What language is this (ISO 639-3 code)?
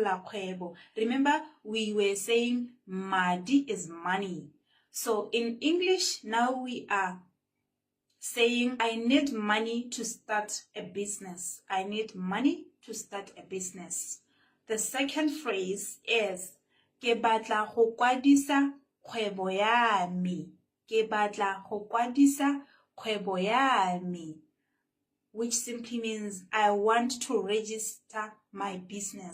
tsn